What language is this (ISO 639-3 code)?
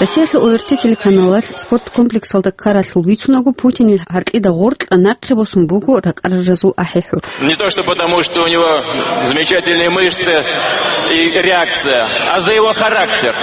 ava